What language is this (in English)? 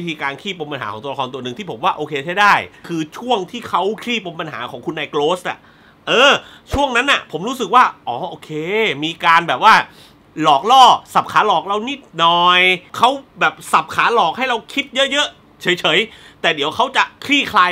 Thai